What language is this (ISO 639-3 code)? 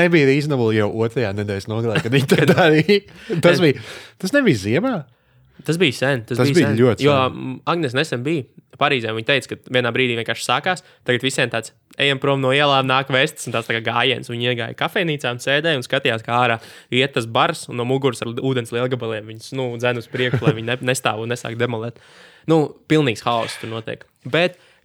lav